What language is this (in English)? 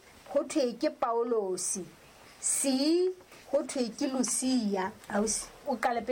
Southern Sotho